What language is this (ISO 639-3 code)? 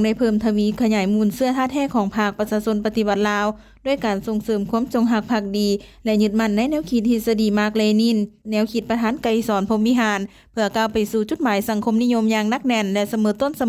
lao